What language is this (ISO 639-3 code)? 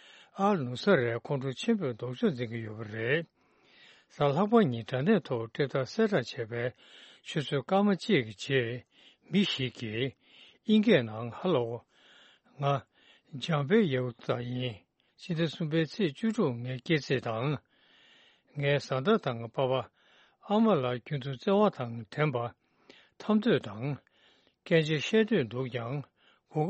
bod